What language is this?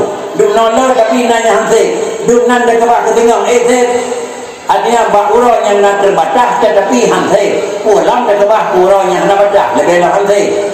Achinese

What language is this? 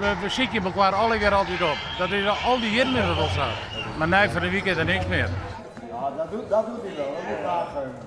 Western Frisian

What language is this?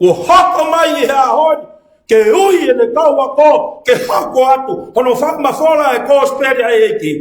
Tongan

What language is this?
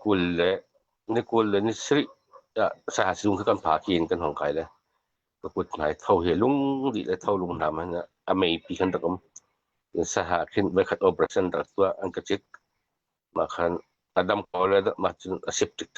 Hakha Chin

